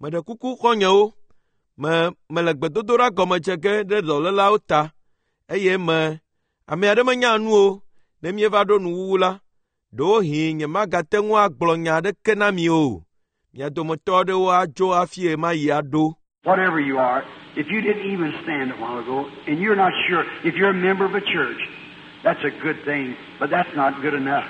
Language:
Ewe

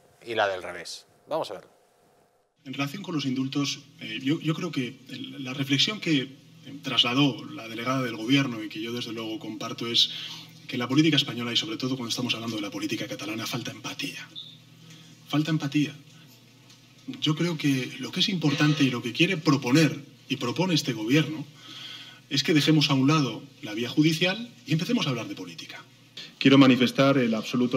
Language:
Spanish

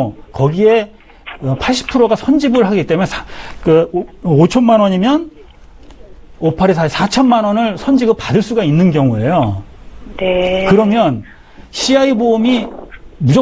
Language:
Korean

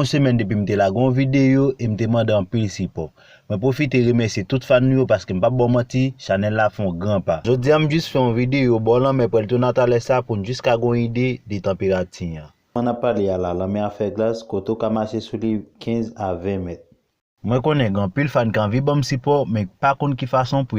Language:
Haitian Creole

